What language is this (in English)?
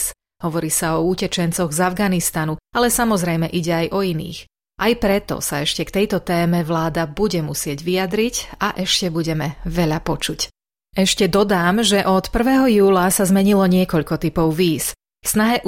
Slovak